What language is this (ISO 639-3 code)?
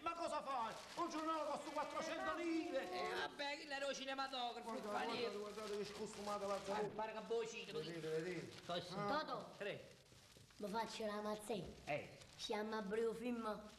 nap